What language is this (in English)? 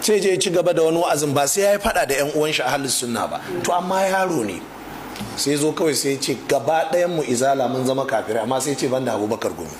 Hausa